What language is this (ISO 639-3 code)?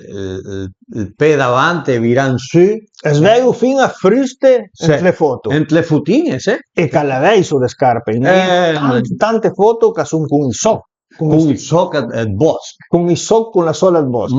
pms